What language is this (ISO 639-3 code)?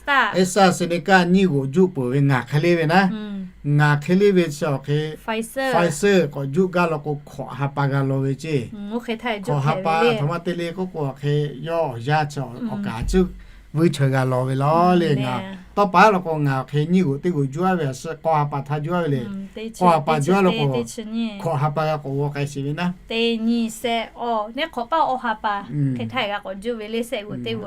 lhu